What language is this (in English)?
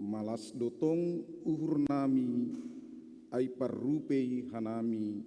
Batak Simalungun